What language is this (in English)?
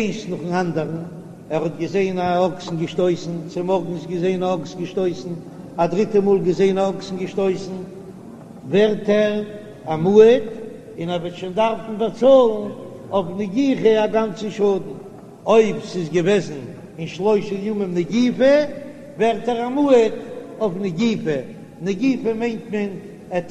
Yiddish